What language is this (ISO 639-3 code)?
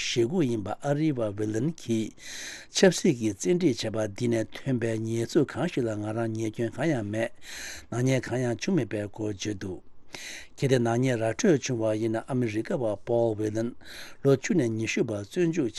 bod